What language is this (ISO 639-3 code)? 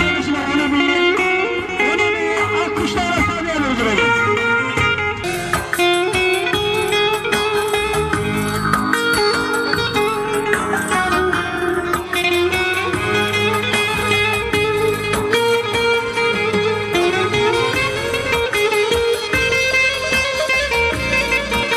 tur